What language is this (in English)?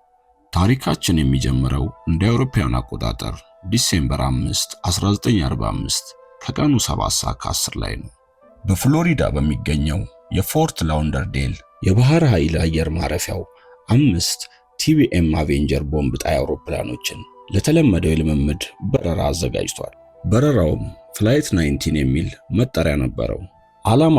Amharic